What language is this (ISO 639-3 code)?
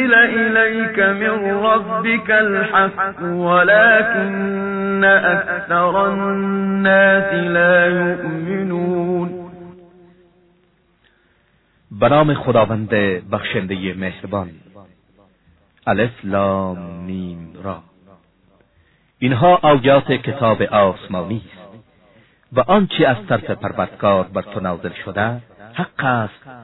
fas